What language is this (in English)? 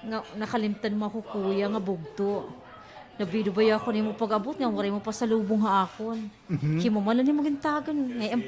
Waray